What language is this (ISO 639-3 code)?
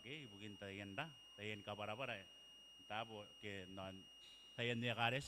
gil